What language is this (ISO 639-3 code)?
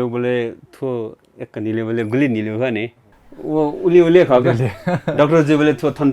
new